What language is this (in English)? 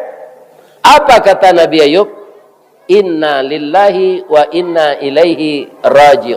Minangkabau